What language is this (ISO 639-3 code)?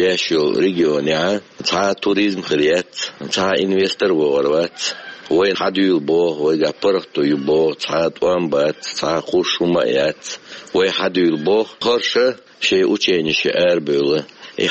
che